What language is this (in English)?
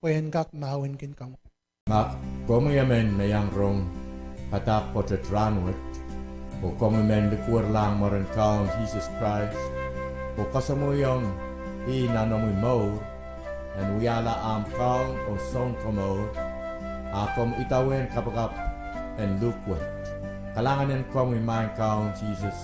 Pohnpeian